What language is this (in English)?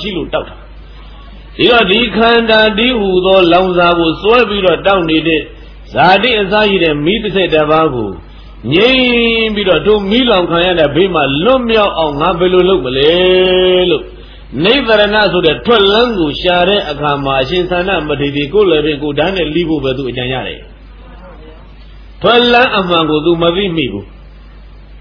Burmese